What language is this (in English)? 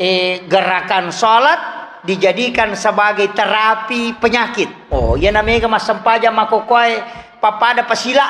Buginese